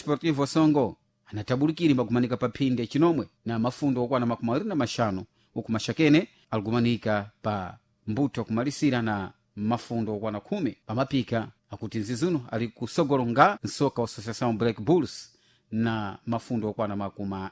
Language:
Sena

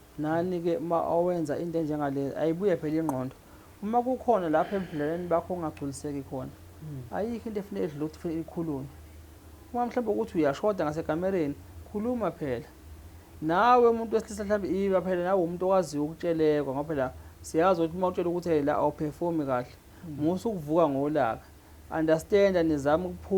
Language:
Zulu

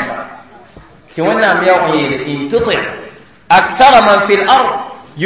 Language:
Mossi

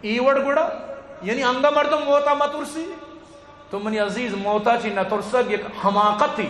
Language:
Eastern Balochi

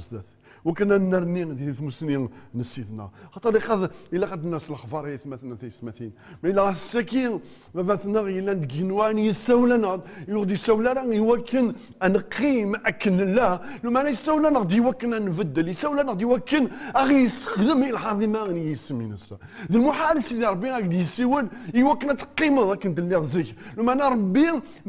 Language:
Kabyle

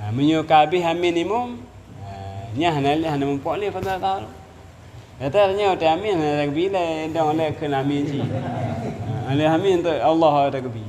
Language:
Achinese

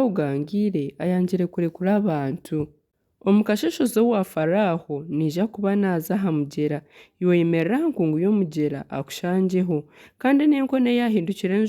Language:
Nyankole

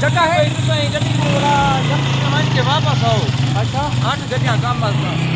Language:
Saraiki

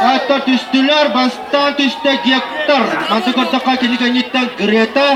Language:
Yakut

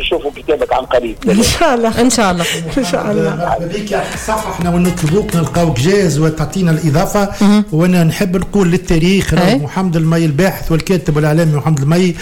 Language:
Tunisian Arabic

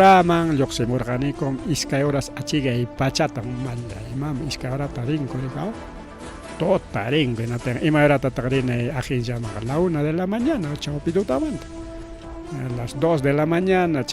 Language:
Ayacucho Quechua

